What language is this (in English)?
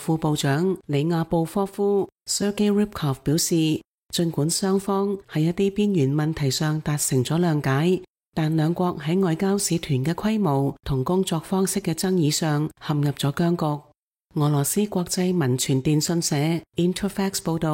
Cantonese